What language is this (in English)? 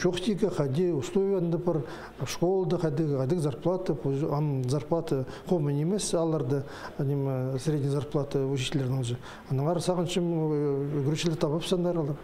Khakas